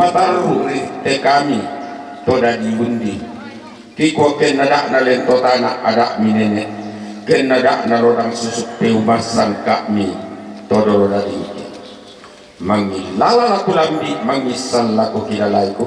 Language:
Toraja-Sa'dan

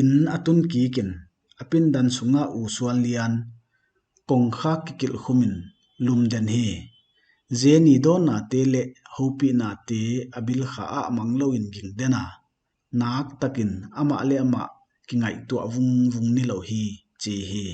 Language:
Paite Chin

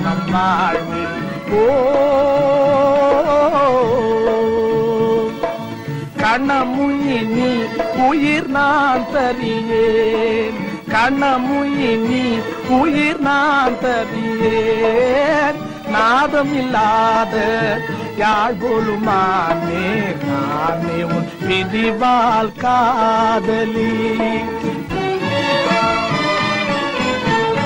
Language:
Tamil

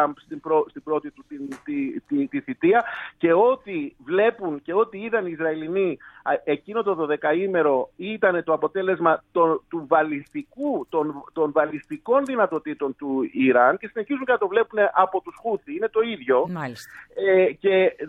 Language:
Greek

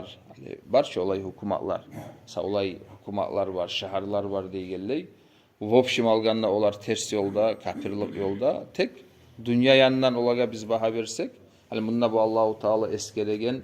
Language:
Kumyk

